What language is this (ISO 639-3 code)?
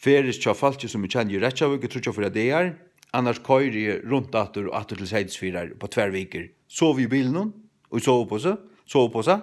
fao